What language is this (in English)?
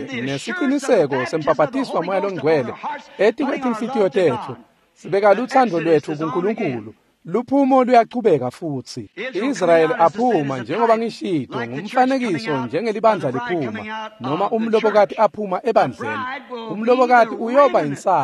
Swati